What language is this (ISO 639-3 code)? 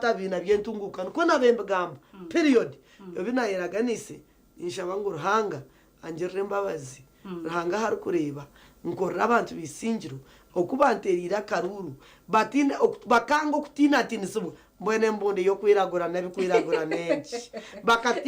nyn